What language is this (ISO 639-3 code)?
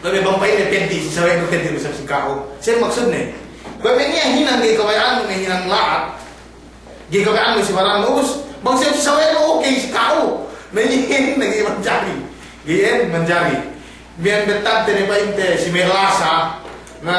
yka